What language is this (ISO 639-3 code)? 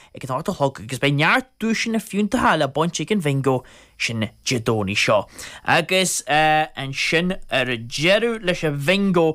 gle